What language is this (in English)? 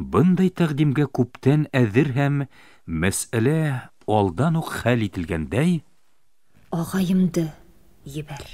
Bashkir